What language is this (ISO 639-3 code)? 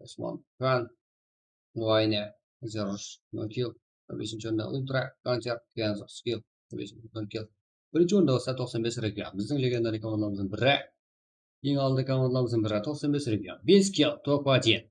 kaa